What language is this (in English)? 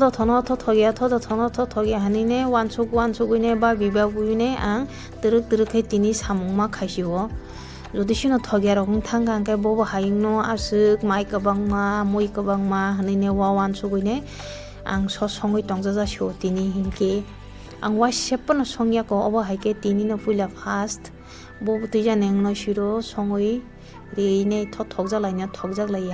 Kok Borok